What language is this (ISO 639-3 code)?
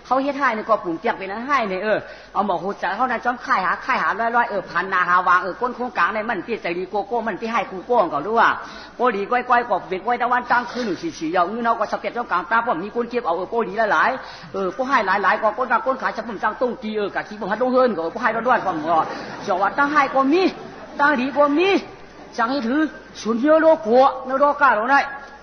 shn